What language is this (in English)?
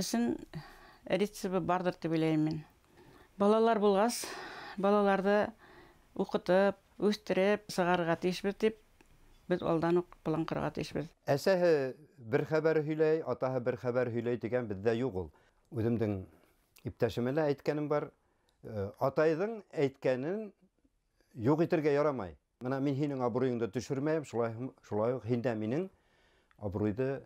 Bashkir